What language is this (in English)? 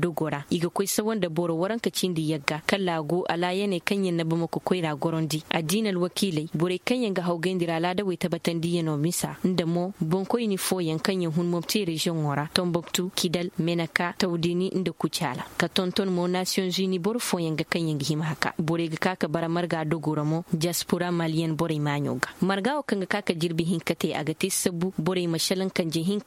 Koyraboro Senni